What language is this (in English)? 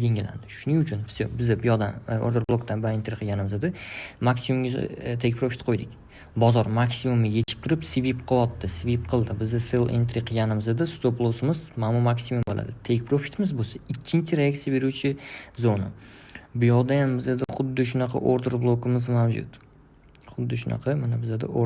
Uzbek